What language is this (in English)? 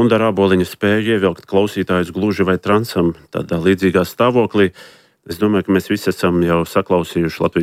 Latvian